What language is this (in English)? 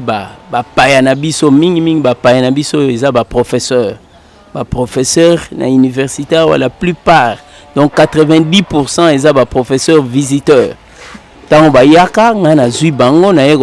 Lingala